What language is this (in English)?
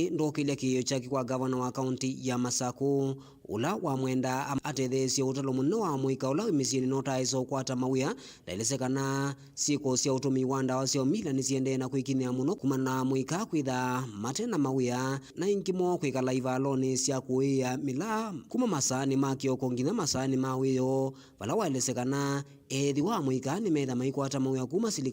Kamba